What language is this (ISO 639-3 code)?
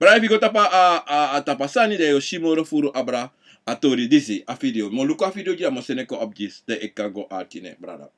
srn